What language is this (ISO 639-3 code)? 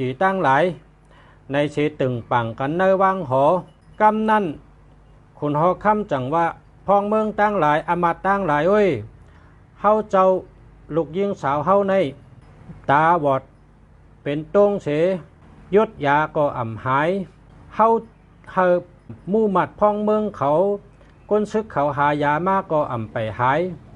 shn